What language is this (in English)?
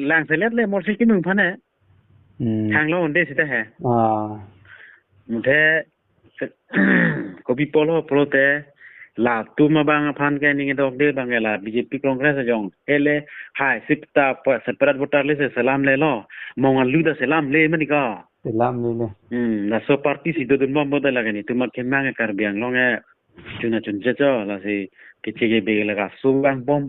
Karbi